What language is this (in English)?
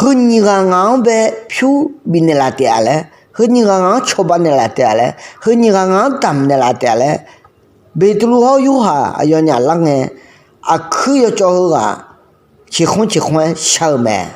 Akha